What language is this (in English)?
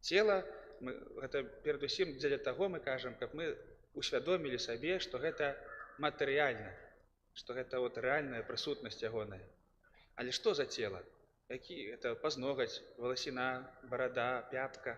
Belarusian